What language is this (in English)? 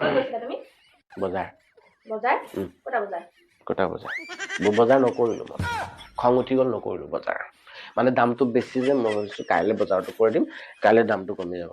Assamese